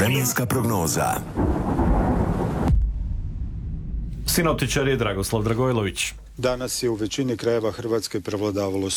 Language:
Croatian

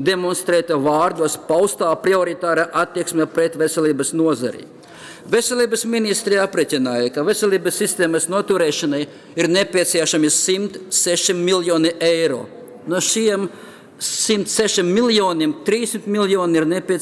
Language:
Latvian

